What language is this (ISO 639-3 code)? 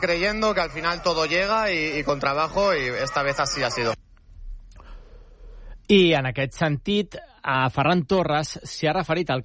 cat